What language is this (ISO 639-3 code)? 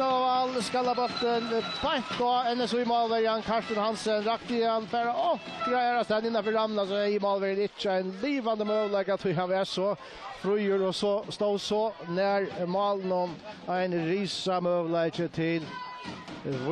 fao